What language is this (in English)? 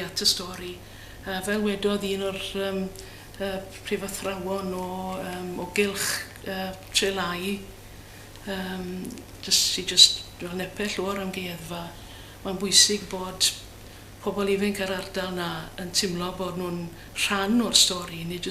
Welsh